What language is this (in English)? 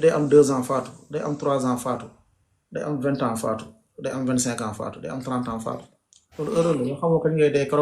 Wolof